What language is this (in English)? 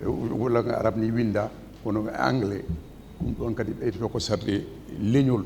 Fula